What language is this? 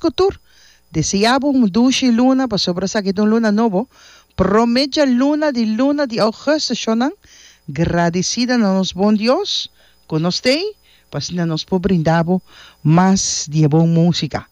Papiamento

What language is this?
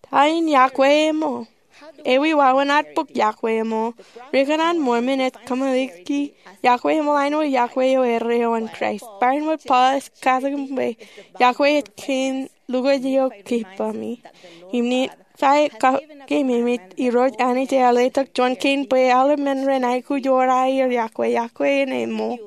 Marshallese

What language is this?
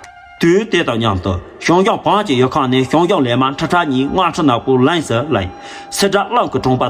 Tibetan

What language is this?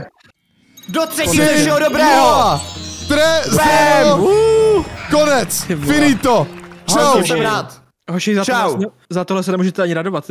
Czech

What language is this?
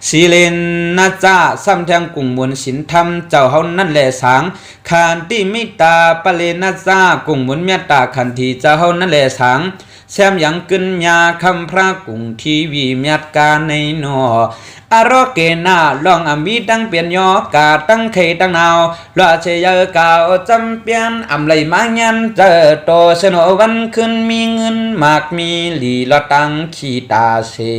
Shan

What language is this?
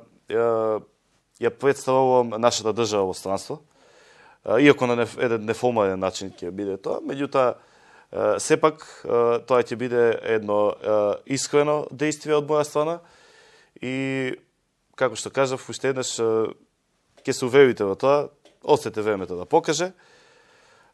Macedonian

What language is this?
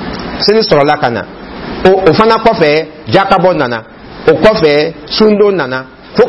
Dyula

